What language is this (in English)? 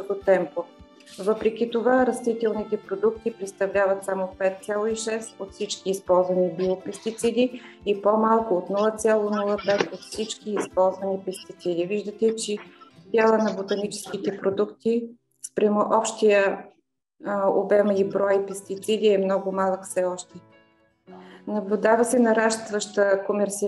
Bulgarian